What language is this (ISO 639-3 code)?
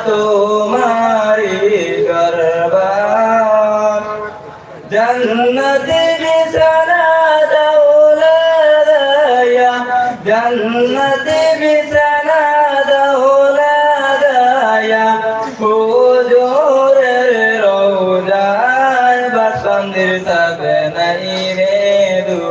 syl